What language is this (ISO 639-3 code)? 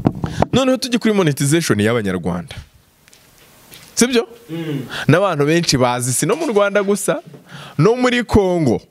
kin